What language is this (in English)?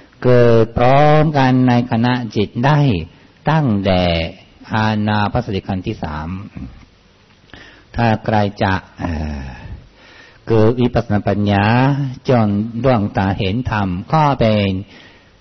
Thai